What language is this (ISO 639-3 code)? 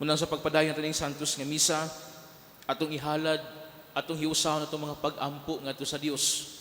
ceb